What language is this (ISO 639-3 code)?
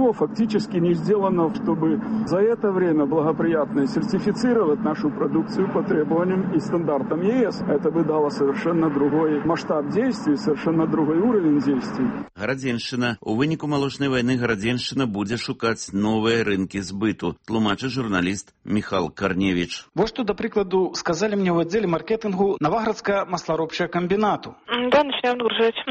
bel